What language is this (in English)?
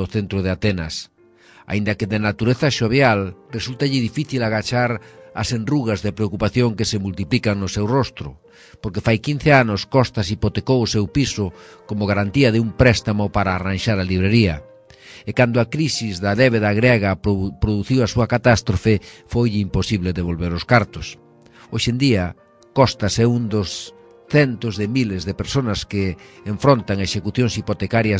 Galician